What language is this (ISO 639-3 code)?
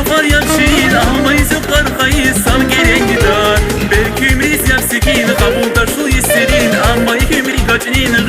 tab